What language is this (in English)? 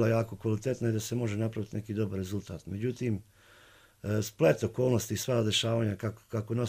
Bosnian